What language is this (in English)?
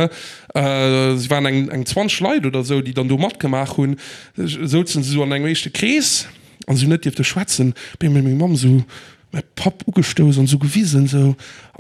Luxembourgish